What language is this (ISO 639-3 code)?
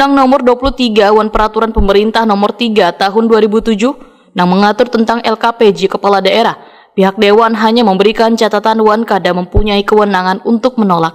bjn